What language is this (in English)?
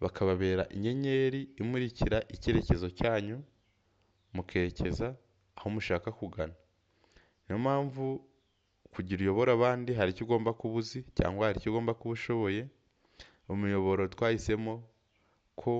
Kinyarwanda